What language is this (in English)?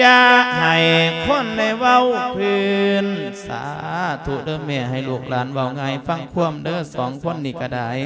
Lao